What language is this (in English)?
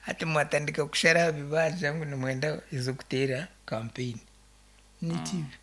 Nyankole